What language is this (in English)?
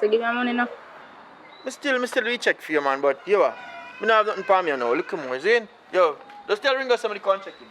Jamaican Creole English